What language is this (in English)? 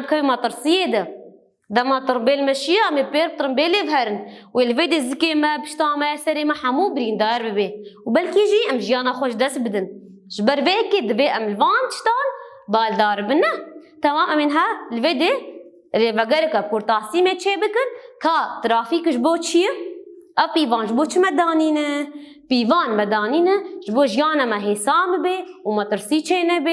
Kurdish